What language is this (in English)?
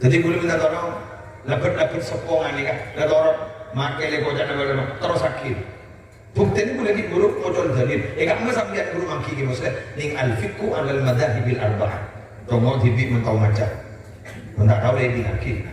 Madurese